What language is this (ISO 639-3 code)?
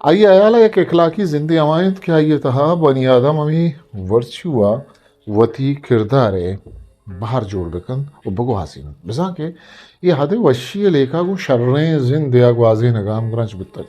bgp